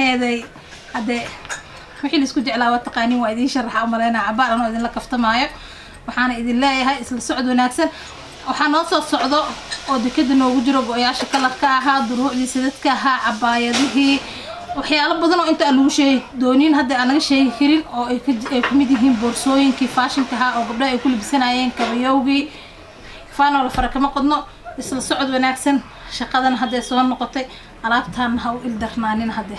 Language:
Somali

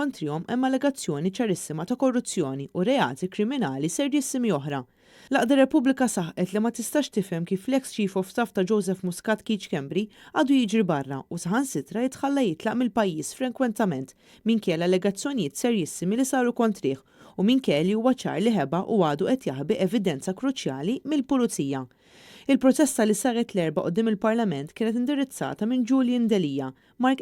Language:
Maltese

